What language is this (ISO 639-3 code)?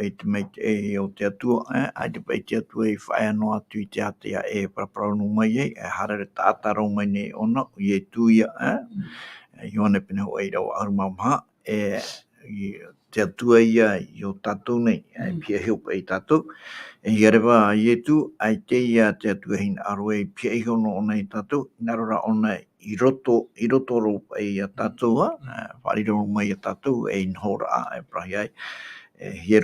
tah